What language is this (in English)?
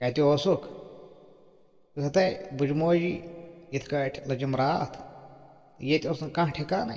Kashmiri